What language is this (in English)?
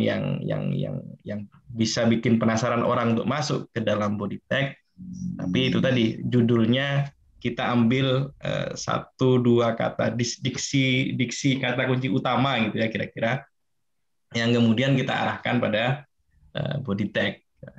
Indonesian